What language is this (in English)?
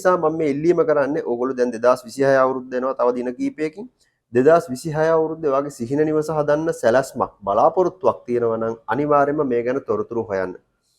Sinhala